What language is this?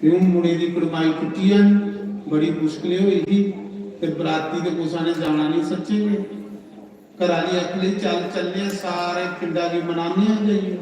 Dogri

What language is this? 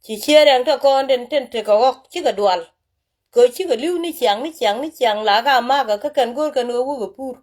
Nuer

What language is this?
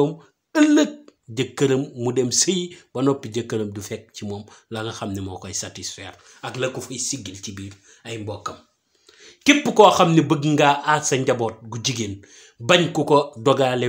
Wolof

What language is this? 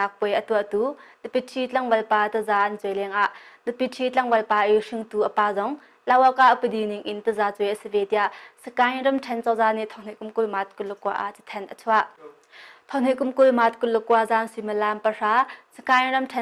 Hakha Chin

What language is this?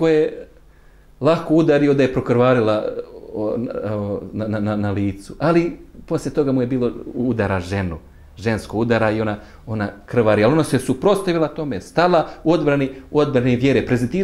Bosnian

